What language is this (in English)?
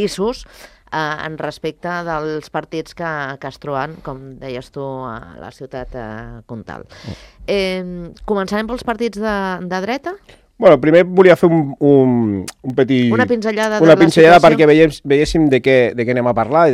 Catalan